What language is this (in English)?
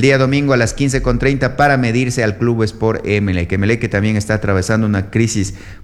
Spanish